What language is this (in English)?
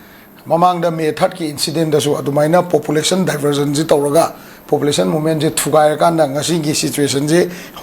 Manipuri